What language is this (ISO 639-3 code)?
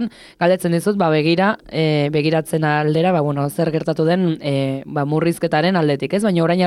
eus